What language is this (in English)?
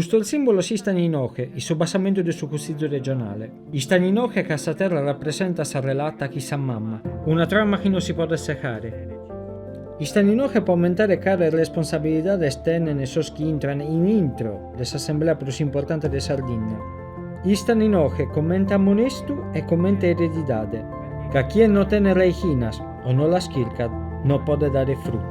Sardinian